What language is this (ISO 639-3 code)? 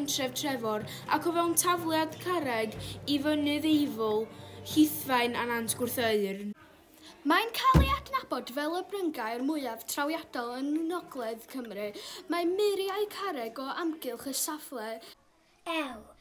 cym